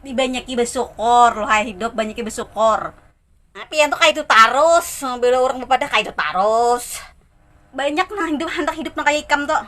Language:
Banjar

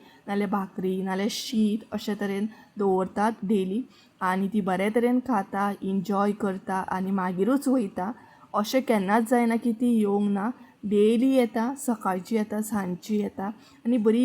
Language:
Konkani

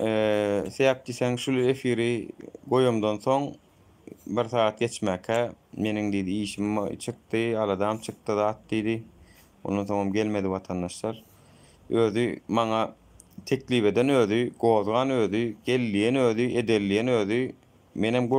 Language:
Turkmen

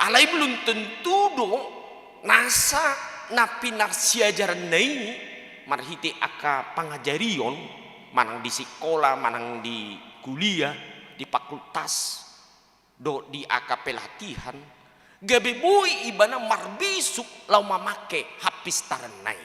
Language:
Batak Toba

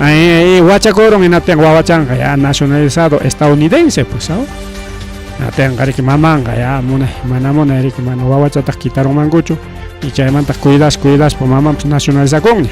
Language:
Ayacucho Quechua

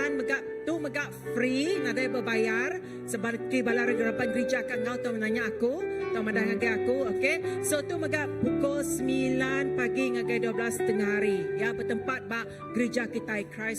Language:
Iban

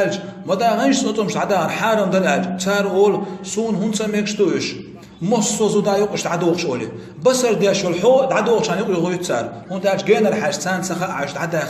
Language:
Chechen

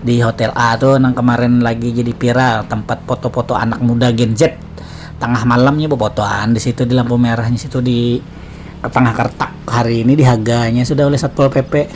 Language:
Banjar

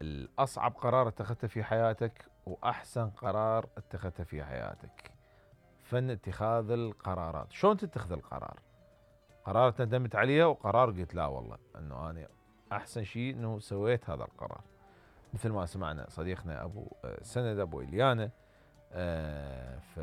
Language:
Mesopotamian Arabic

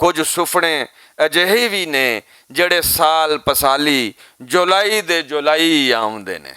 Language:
Western Panjabi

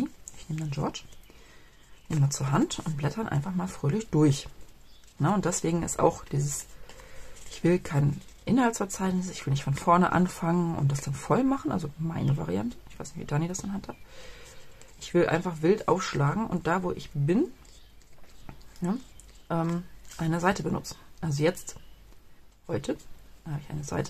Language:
German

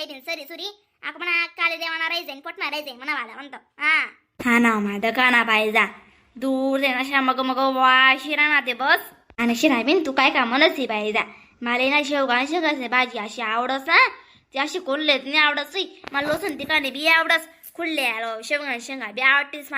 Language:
Khandesi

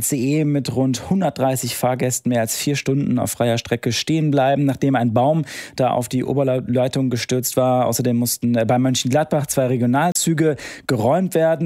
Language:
German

